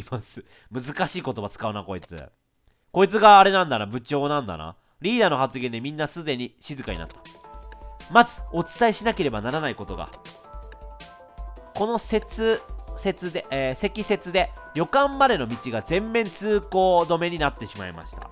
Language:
Japanese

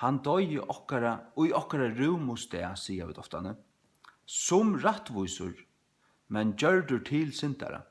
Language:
Faroese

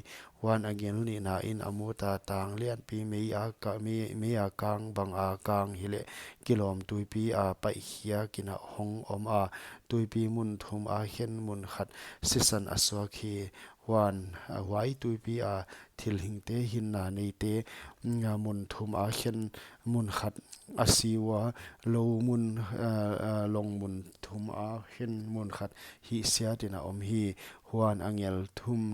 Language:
Paite Chin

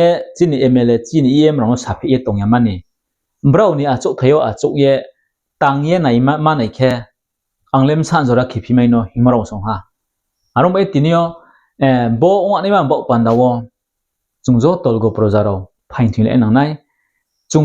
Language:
Riang (India)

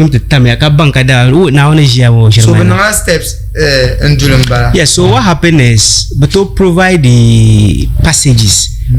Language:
Dagbani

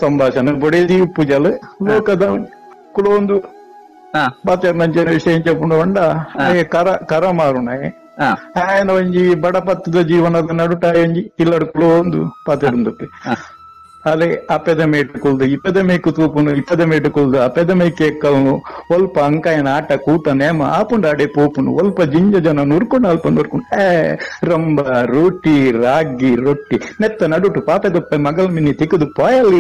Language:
Tulu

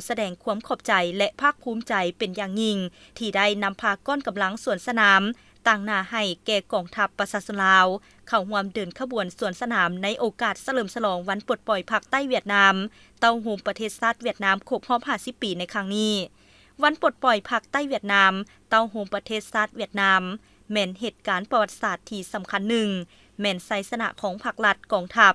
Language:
Lao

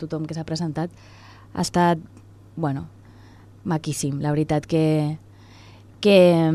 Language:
Catalan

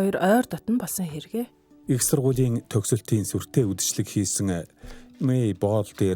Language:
Mongolian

